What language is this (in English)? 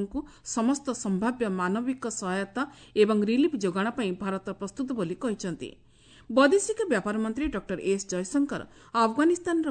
Odia